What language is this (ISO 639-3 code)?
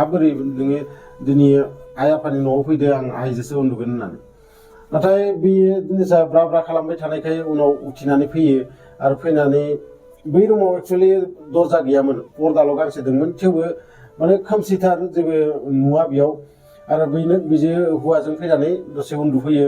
brx